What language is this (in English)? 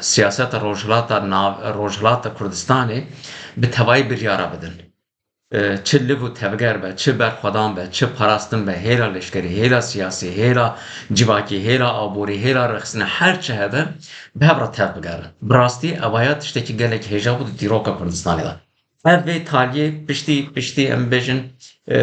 Kurdish